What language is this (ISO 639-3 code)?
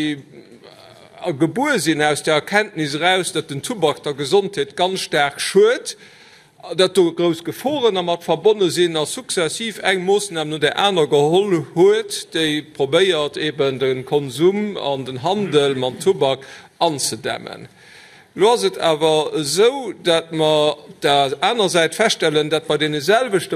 ltz